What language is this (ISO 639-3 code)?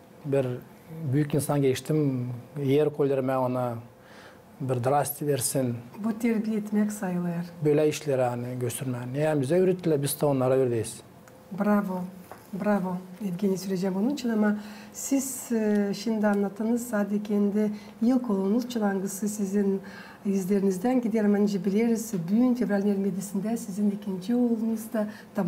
gag